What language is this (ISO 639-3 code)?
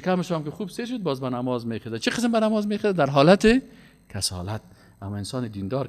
fas